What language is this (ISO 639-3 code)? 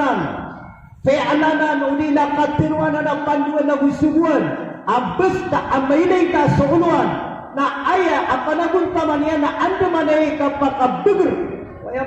mrw